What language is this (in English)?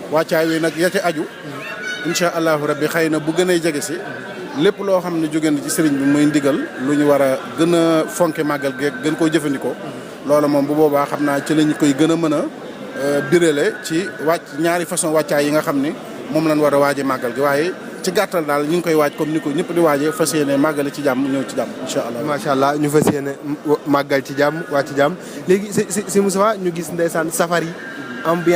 Wolof